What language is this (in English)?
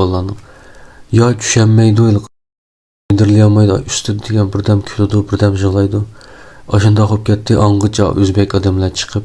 Uyghur